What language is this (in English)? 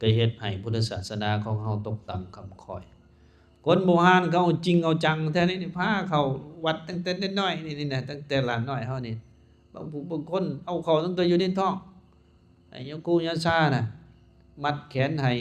Lao